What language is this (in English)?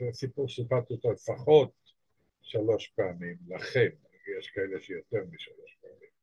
Hebrew